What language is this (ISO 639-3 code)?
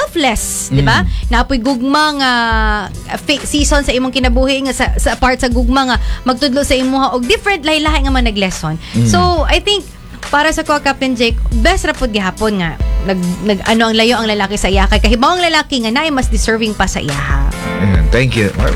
ceb